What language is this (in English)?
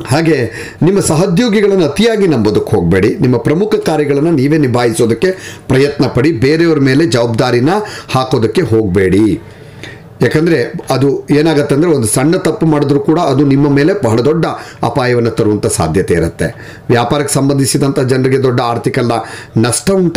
Kannada